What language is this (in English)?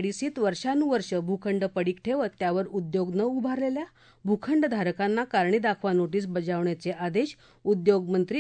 Marathi